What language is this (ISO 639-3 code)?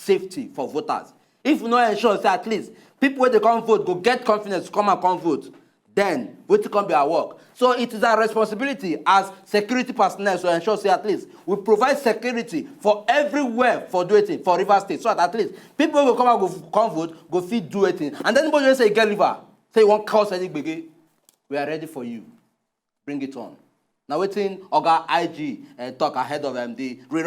pcm